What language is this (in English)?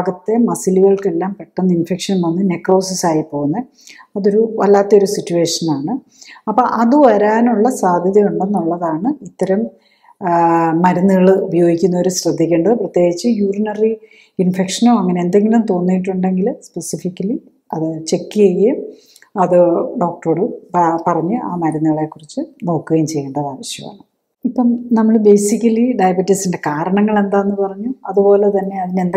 Malayalam